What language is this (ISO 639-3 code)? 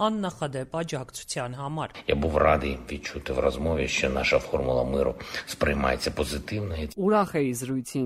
hye